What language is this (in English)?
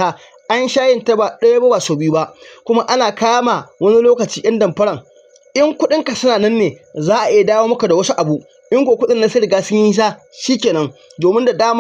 Hausa